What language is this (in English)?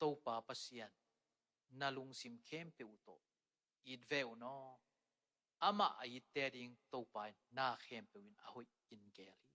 Tedim Chin